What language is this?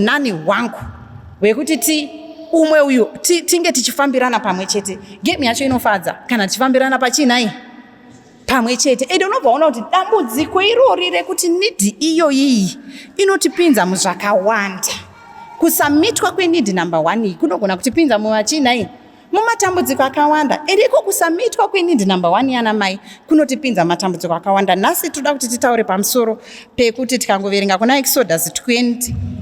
Shona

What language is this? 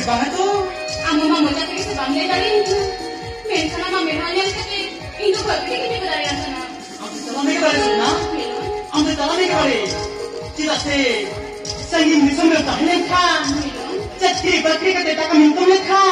Santali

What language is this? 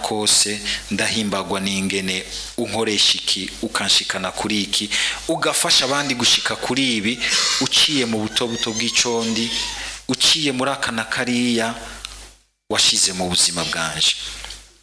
Rundi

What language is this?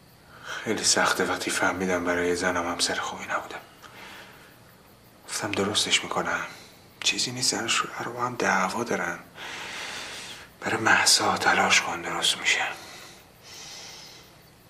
Persian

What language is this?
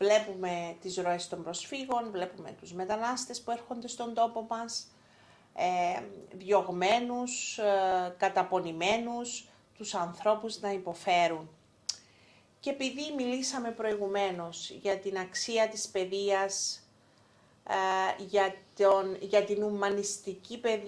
Greek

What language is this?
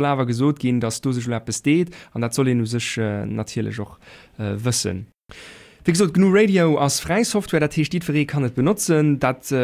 Luxembourgish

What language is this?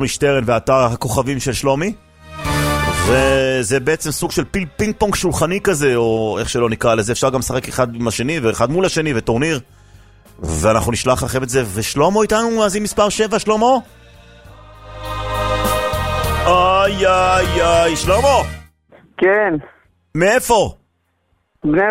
Hebrew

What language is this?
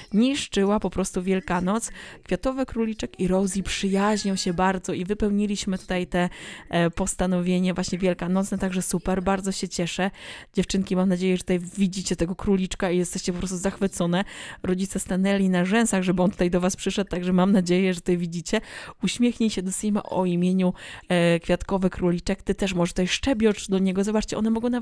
Polish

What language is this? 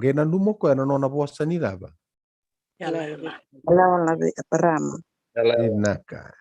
Fijian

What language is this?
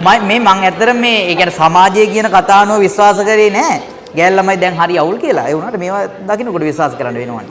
Sinhala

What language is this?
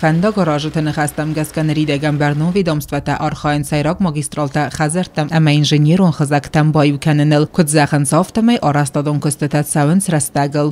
Ossetic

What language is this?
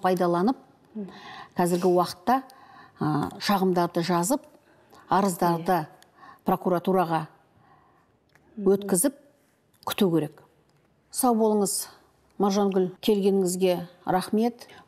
Kazakh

